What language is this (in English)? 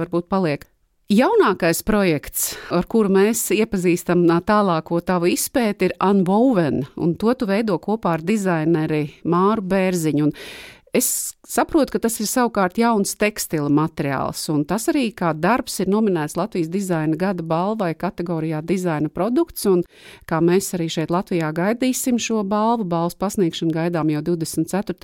Latvian